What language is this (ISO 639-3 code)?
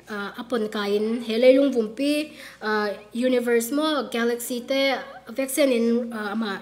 cfm